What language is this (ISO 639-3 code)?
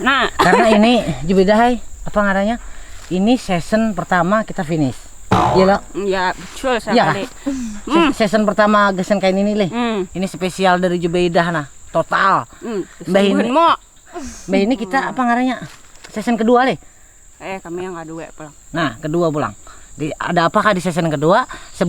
bjn